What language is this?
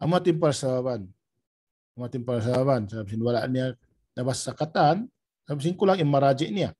Tausug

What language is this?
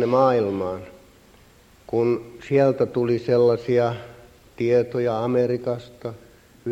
Finnish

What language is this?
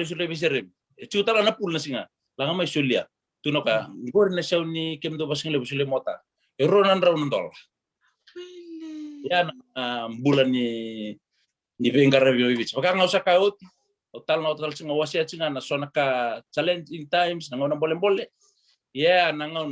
Fijian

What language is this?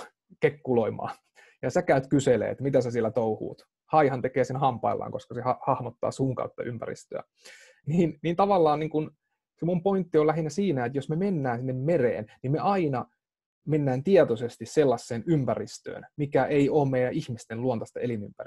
Finnish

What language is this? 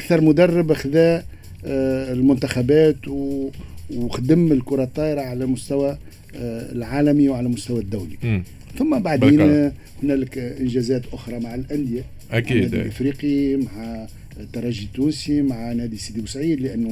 Tunisian Arabic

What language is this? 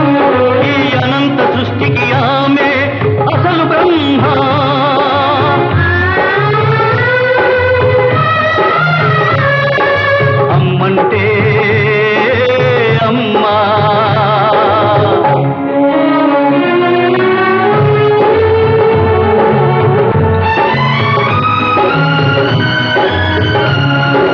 Telugu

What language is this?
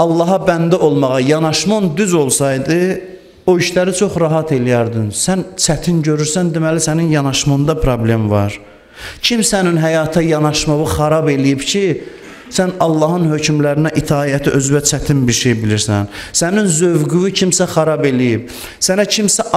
Azerbaijani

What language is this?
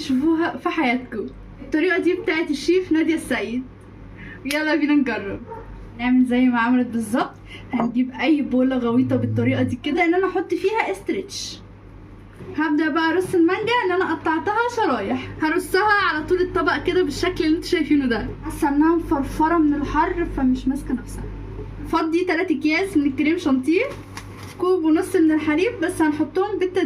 Egyptian Arabic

